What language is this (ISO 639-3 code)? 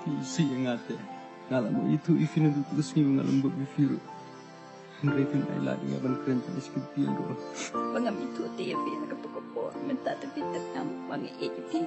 kha